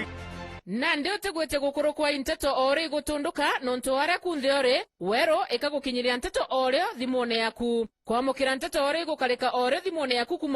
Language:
Meru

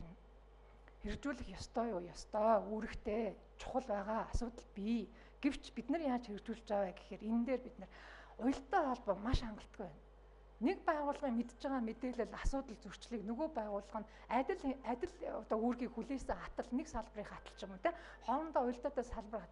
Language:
Mongolian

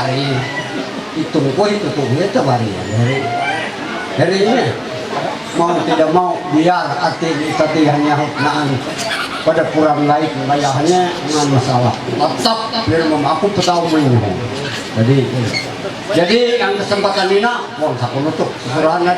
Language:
Ma'anyan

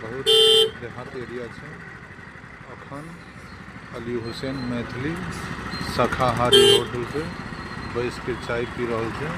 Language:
Maithili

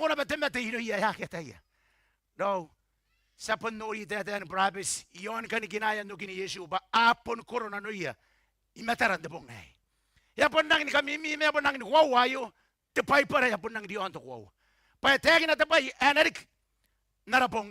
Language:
Gilbertese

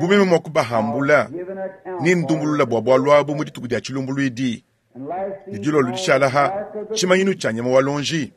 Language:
Luba-Lulua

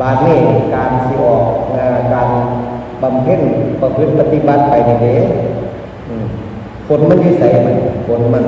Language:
Northeastern Thai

